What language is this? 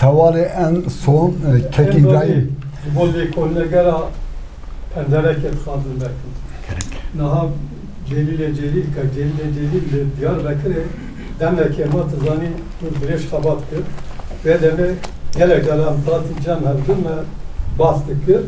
Kurdish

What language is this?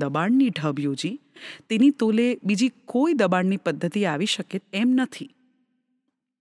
Gujarati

